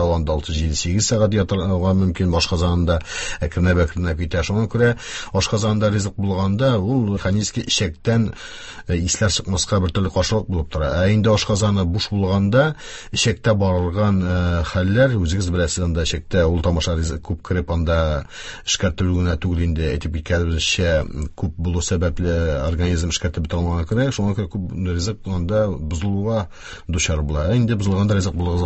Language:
Tatar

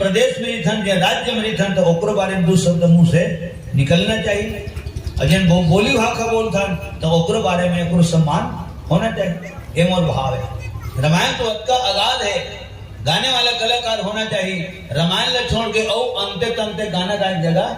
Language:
Chhattisgarhi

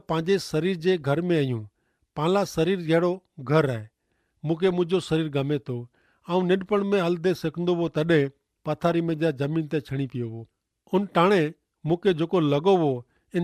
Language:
Kachhi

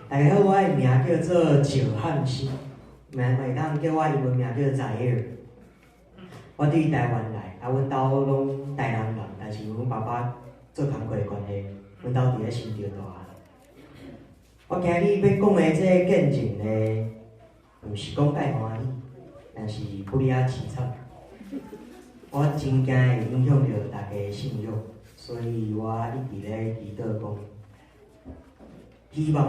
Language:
Min Nan Chinese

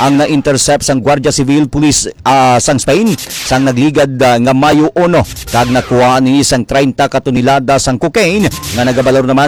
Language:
Hiligaynon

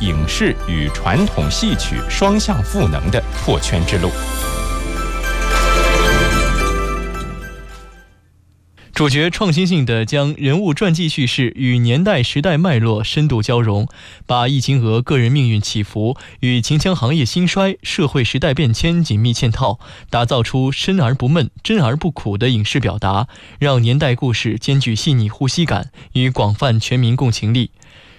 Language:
Chinese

